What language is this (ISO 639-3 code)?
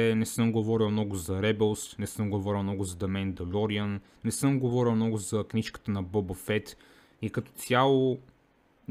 bul